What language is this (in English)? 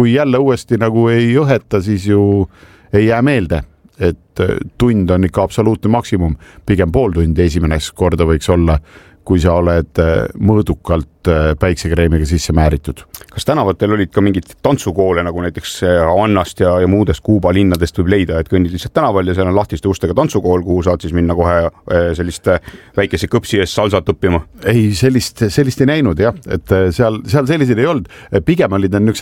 Estonian